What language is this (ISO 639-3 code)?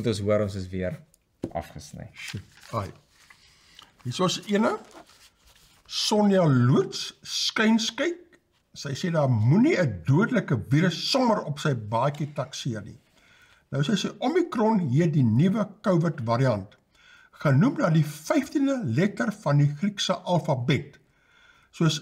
afr